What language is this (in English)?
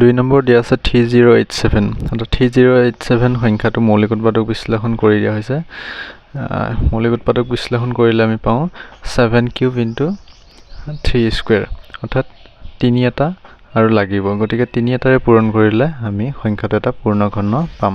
Assamese